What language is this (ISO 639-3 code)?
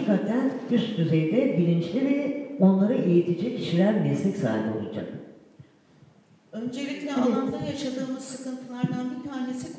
tur